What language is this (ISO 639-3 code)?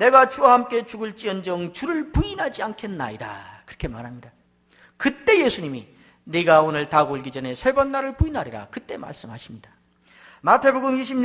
kor